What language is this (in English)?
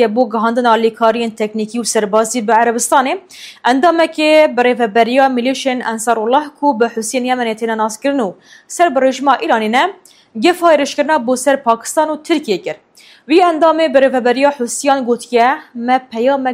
Kurdish